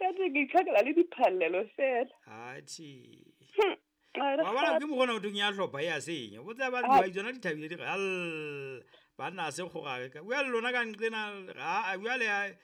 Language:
Southern Sotho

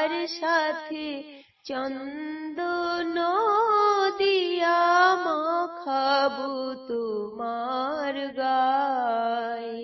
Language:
Bangla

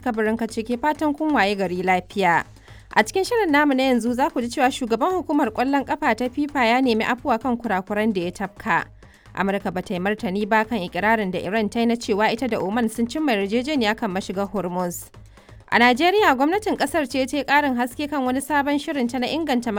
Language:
Hausa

